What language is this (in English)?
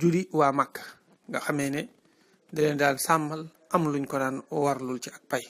Wolof